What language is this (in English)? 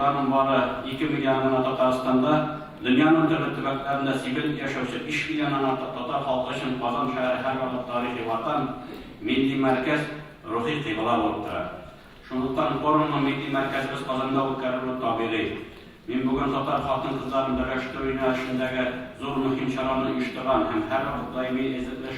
Tatar